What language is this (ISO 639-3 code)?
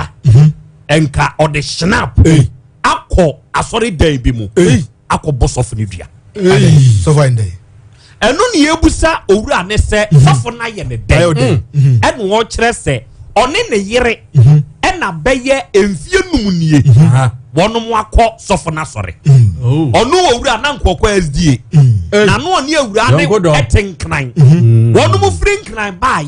aka